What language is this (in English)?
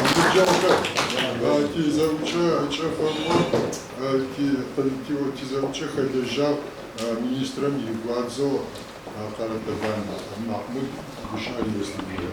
Adyghe